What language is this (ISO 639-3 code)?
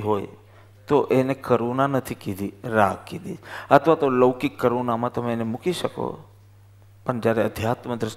guj